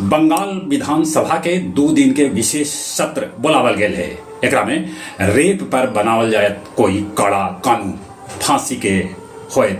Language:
Magahi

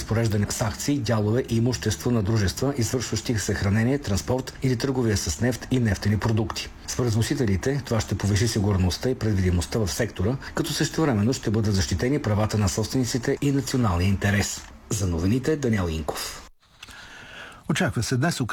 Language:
Bulgarian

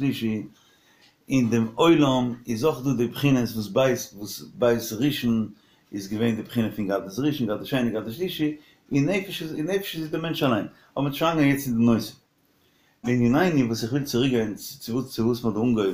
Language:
Yiddish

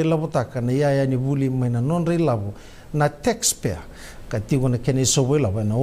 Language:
Fijian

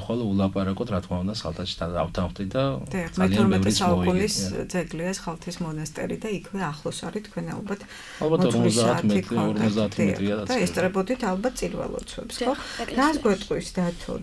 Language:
Georgian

